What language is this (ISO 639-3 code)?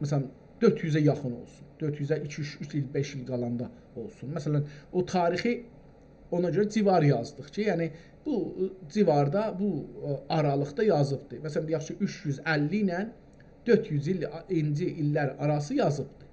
azb